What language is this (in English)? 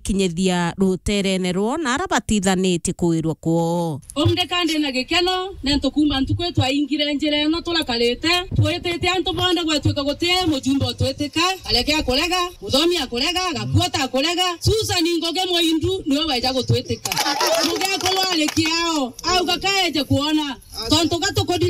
Meru